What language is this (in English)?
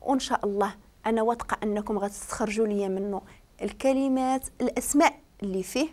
Moroccan Arabic